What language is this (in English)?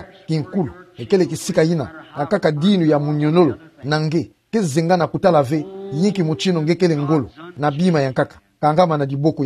Kituba (Democratic Republic of Congo)